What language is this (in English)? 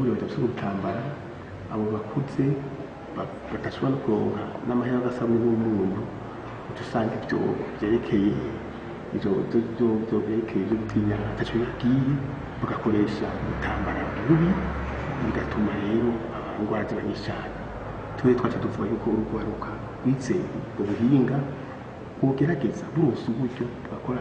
Rundi